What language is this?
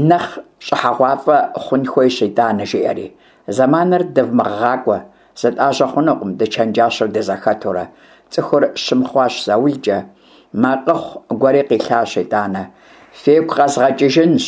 Kabardian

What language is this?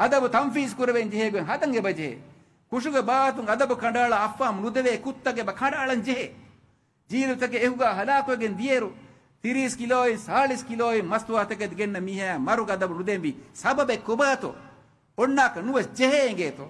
Divehi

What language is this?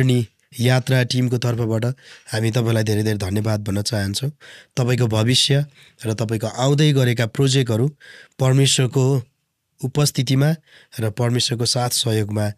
Nepali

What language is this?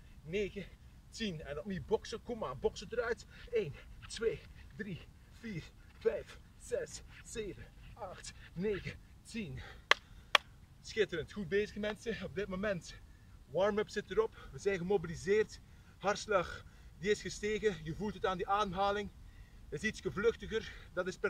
Dutch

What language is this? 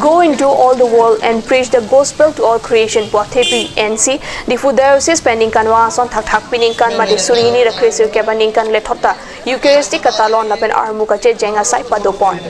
Karbi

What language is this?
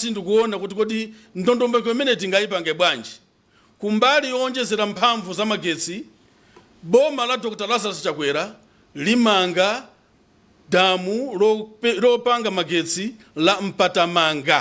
Nyanja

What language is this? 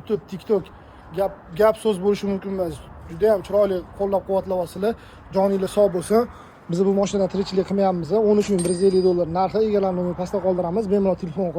Uzbek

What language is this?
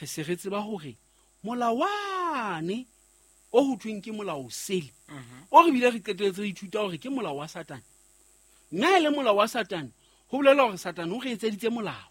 Southern Sotho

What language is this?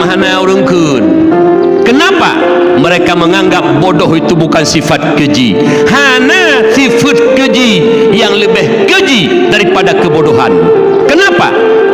Achinese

